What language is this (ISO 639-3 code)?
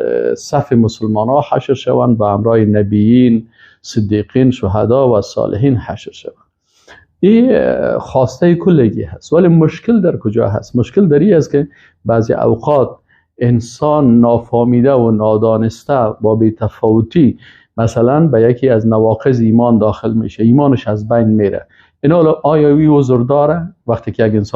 fas